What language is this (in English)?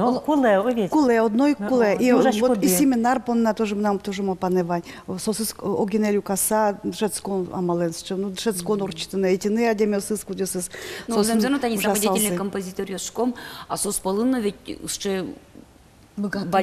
Udmurt